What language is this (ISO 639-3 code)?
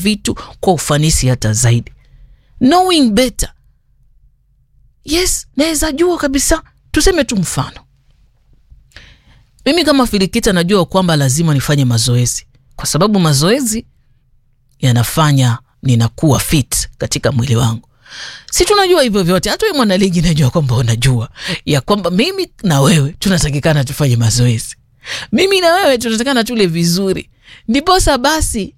swa